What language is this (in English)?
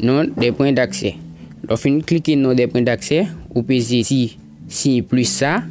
Haitian Creole